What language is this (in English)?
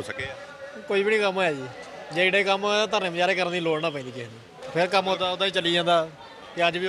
Punjabi